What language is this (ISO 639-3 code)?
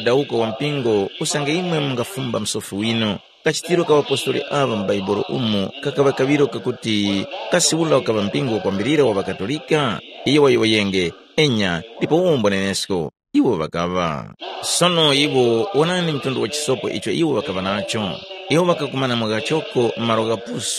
tum